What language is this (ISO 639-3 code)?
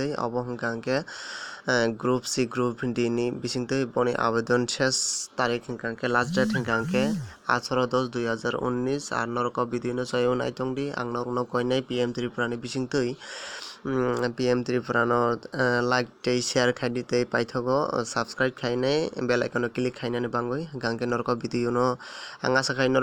trp